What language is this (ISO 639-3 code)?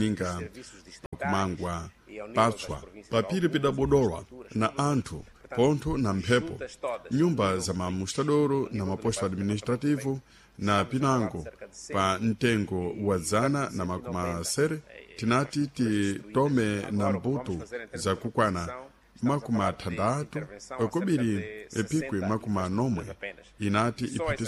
seh